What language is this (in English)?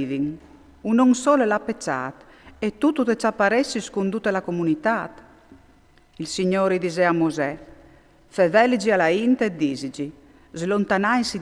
Friulian